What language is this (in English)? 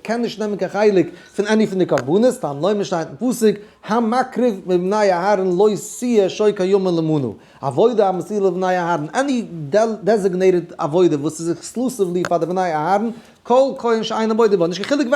Yiddish